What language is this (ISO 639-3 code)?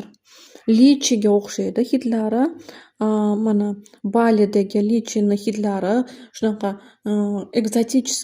uzb